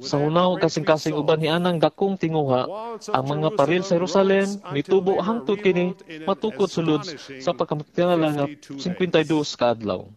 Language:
Cebuano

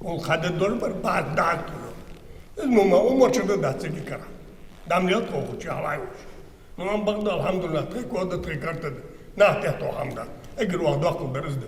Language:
Ingush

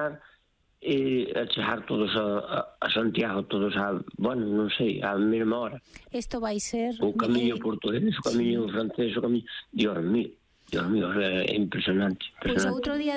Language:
Galician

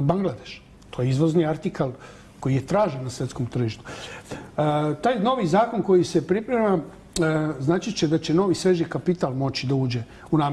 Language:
Serbian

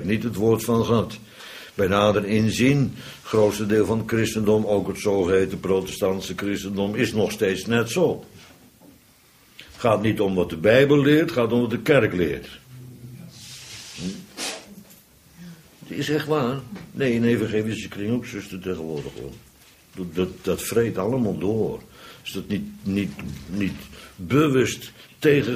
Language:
Dutch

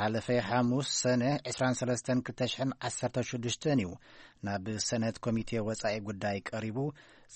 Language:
Tigrinya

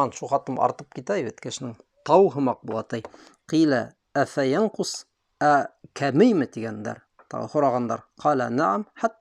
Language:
Bashkir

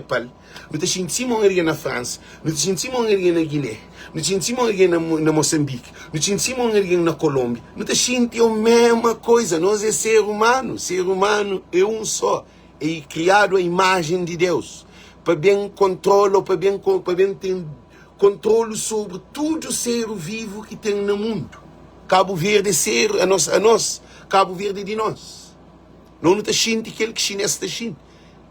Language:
Kabuverdianu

